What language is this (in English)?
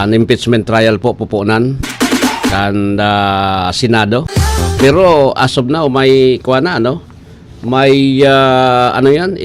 Bikol